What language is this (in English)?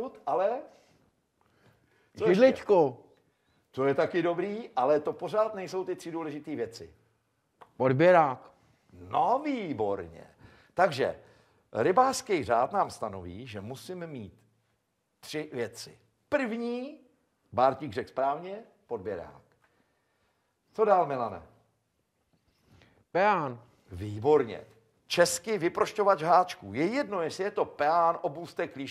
Czech